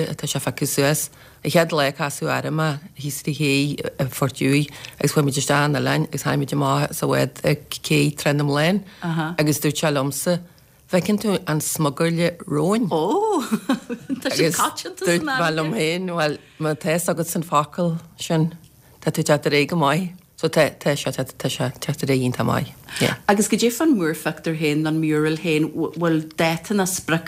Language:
Irish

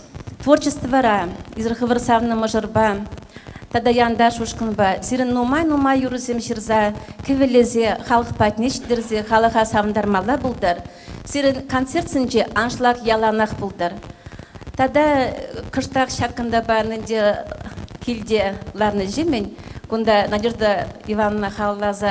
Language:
Chuvash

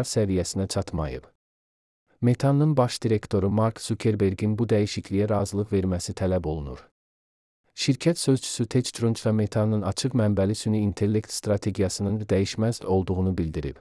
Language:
Azerbaijani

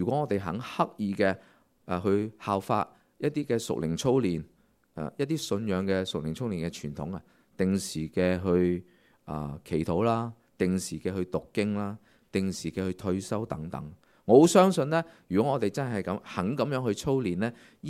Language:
Cantonese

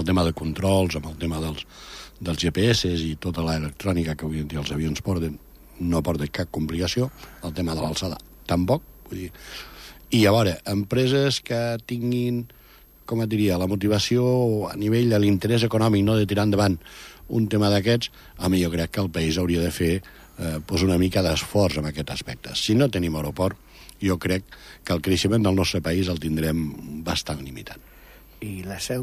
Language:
Catalan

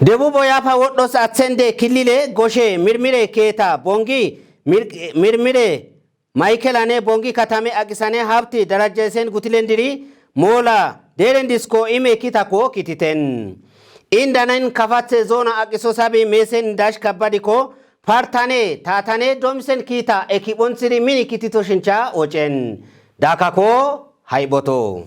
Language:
Kafa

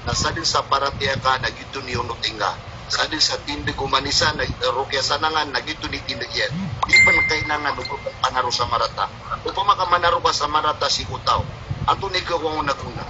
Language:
Maranao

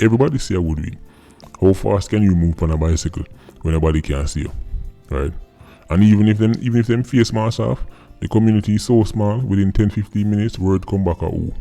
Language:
Jamaican Creole English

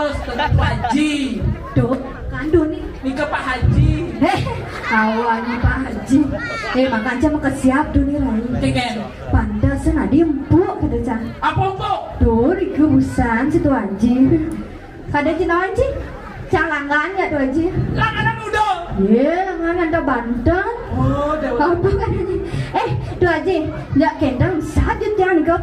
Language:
Balinese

